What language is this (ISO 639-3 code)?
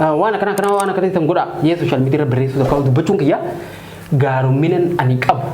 orm